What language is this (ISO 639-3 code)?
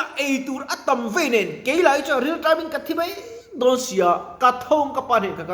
lus